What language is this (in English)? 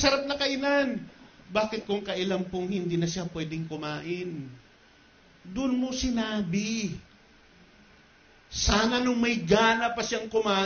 Filipino